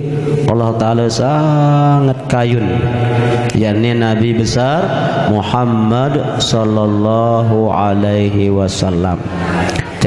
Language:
Sasak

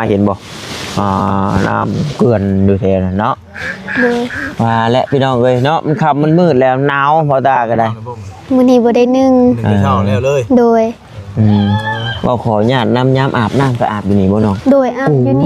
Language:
Northeastern Thai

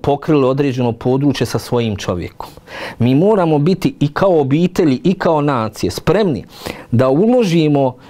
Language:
Bosnian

